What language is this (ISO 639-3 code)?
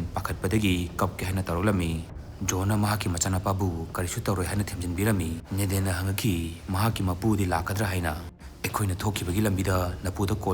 mni